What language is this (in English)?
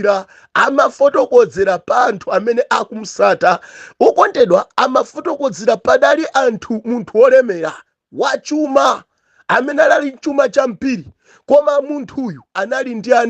Nyanja